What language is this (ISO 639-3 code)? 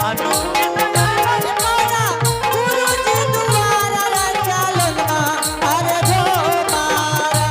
anp